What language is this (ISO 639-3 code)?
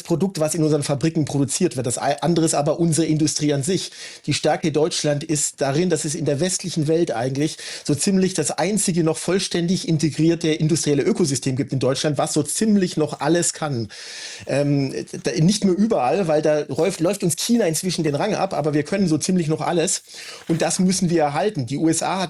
deu